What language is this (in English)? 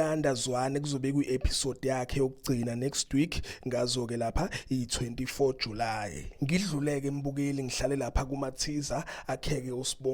Zulu